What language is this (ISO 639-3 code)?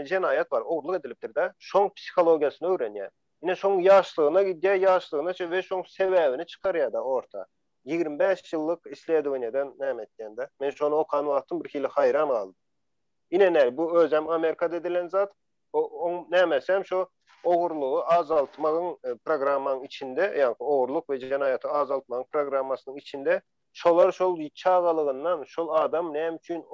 tuk